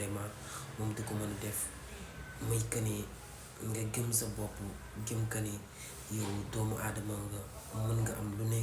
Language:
Wolof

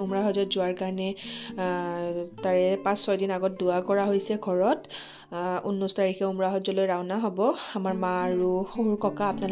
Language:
Assamese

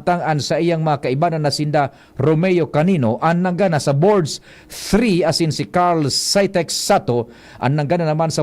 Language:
Bikol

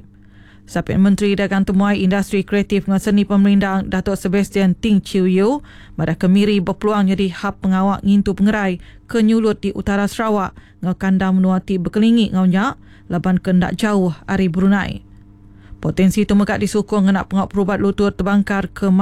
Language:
Iban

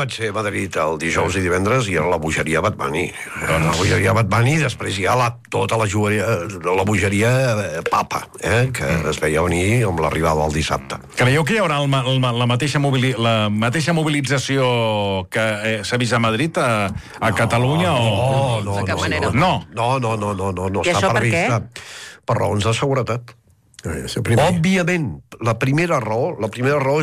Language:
Catalan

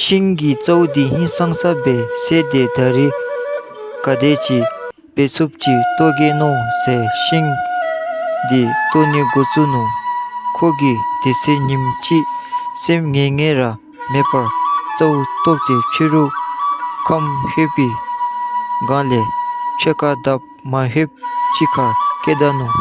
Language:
Dzongkha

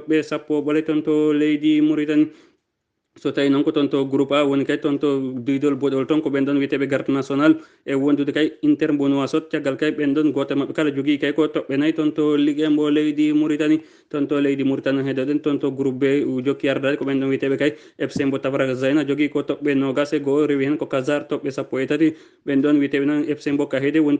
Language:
Fula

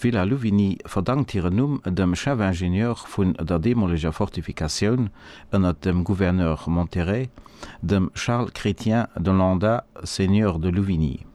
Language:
Luxembourgish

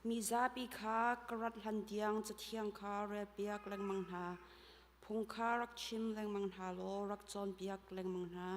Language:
Hakha Chin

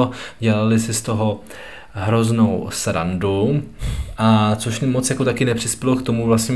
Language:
Czech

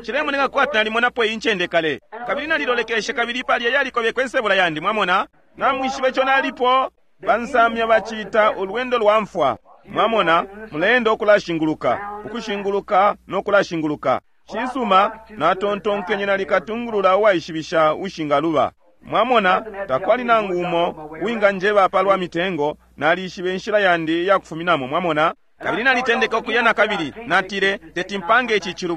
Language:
Bemba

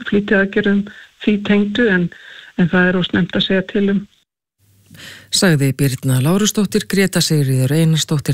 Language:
Icelandic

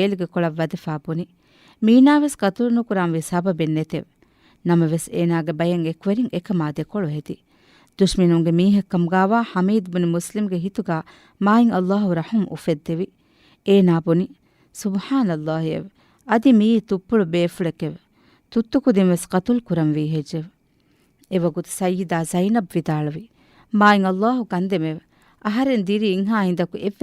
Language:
Divehi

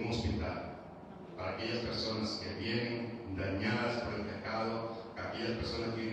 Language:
Spanish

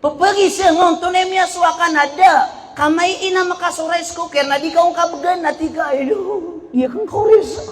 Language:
Maranao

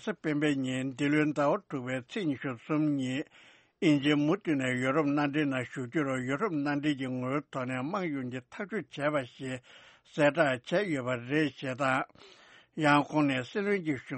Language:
Tibetan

